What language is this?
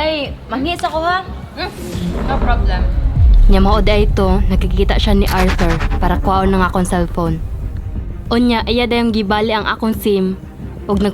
Cebuano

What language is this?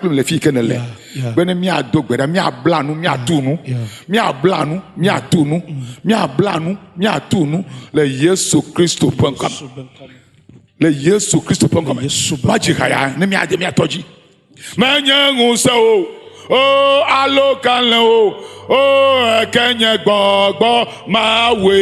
Ewe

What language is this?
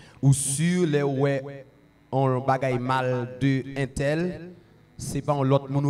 French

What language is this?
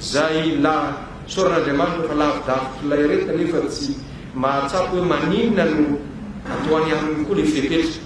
Malagasy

